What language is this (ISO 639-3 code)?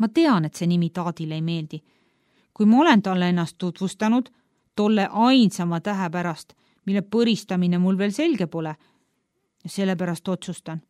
est